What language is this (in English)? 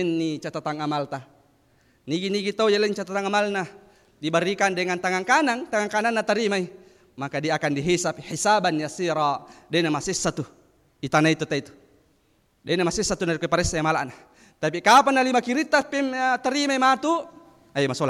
Buginese